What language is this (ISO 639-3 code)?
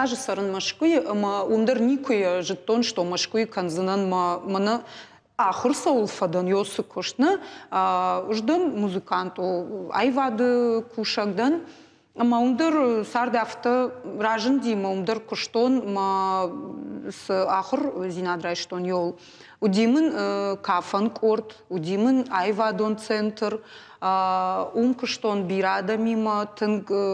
oss